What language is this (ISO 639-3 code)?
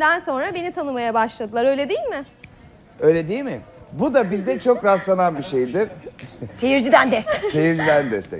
tur